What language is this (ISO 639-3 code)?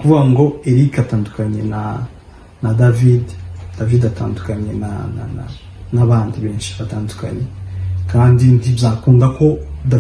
kin